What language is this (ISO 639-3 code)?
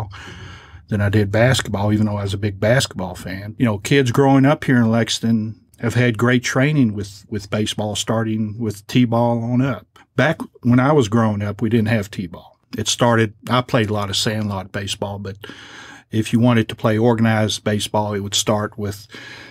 eng